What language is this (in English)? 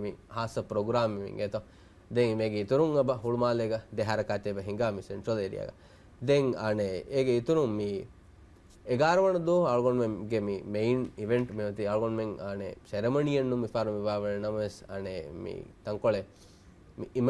Divehi